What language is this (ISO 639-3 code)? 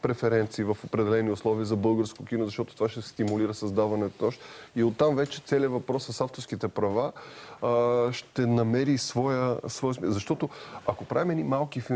bul